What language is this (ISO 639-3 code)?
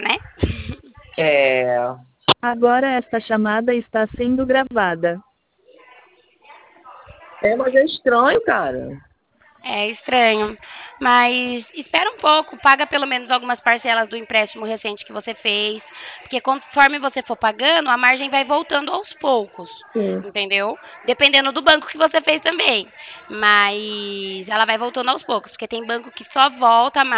por